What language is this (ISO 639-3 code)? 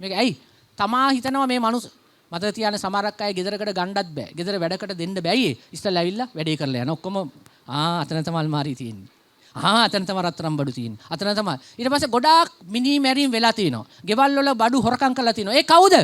sin